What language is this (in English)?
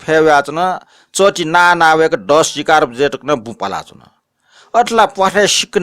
Newari